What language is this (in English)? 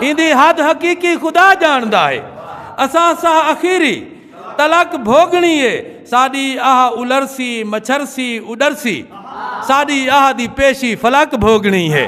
Saraiki